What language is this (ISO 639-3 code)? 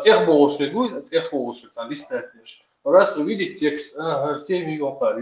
che